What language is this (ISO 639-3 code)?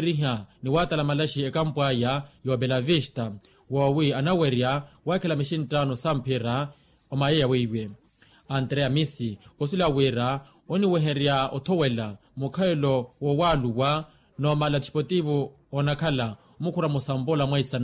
vmw